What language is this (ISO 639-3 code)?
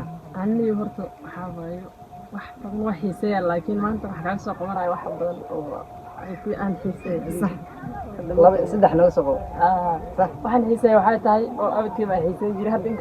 som